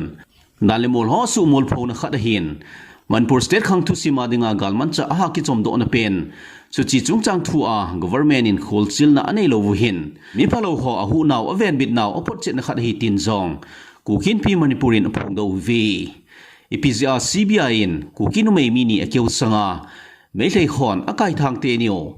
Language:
Thado Chin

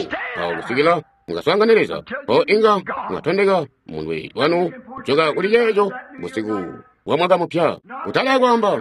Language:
Tonga (Zambia)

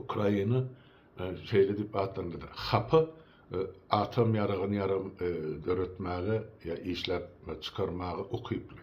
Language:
Turkmen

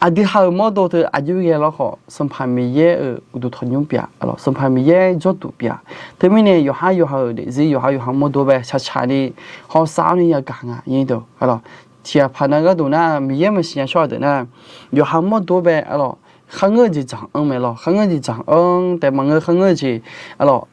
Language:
Akha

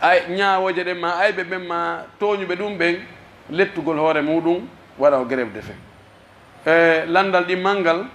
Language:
Pular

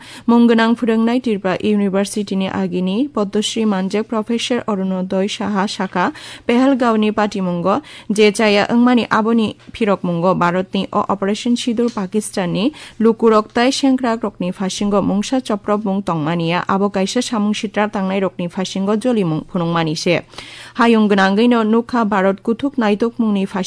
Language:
Kok Borok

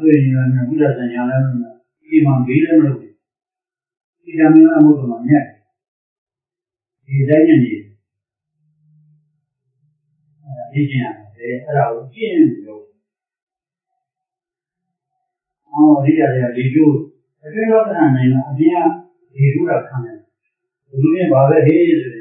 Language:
Burmese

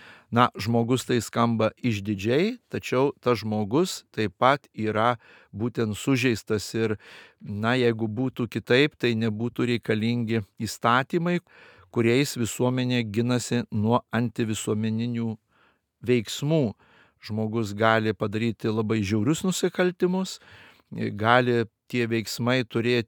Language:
Lithuanian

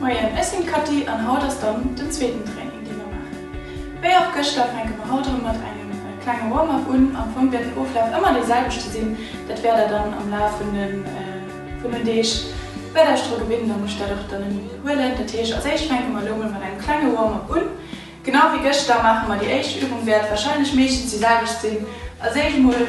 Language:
Luxembourgish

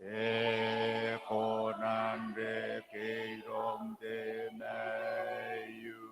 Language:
Gilbertese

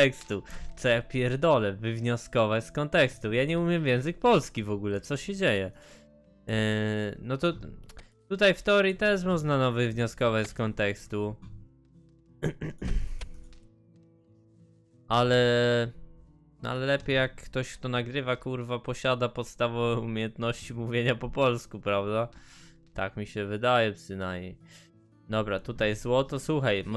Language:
Polish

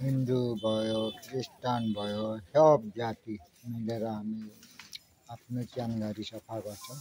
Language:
Nepali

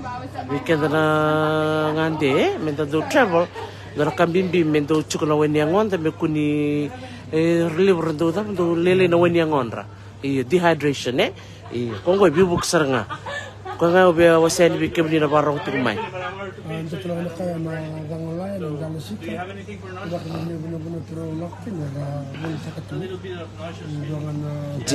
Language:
Fijian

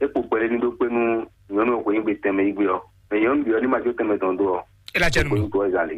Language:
Fon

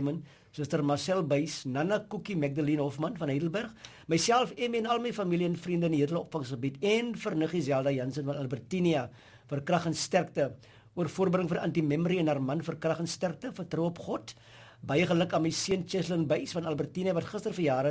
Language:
Afrikaans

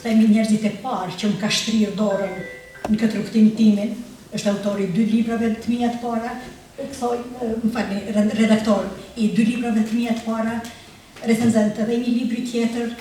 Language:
Albanian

